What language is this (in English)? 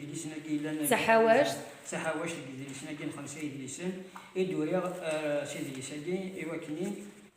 Kabyle